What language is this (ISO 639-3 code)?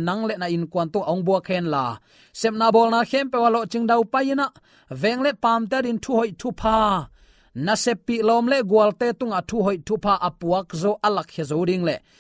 ctd